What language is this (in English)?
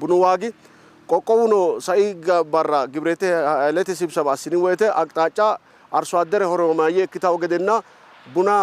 Sidamo